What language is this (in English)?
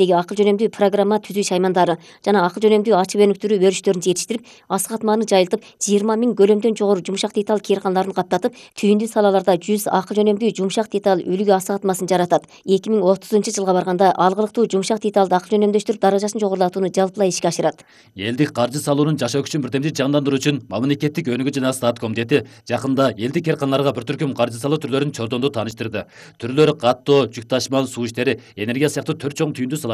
Kyrgyz